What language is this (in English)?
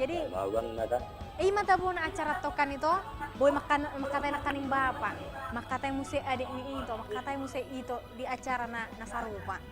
Batak Toba